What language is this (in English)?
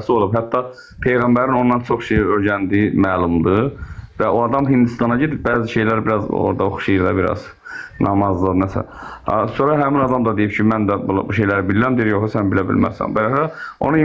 Azerbaijani